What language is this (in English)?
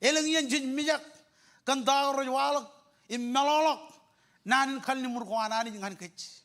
Marshallese